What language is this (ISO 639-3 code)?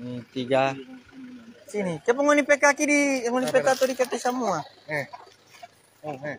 xmm